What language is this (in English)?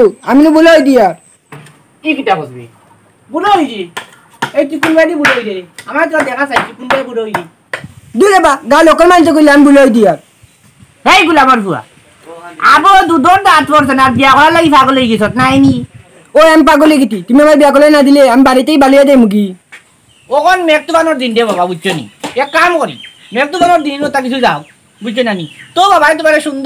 Sylheti